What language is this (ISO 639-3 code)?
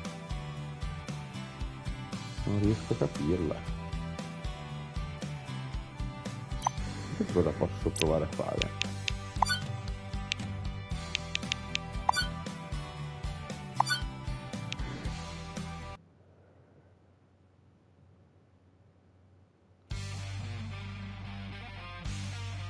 ita